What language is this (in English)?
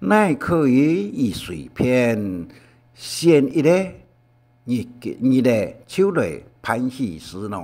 Hakka Chinese